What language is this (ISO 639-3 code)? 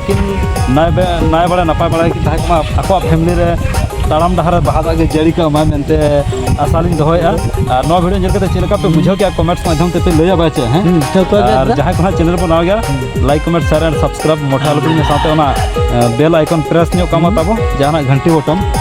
sat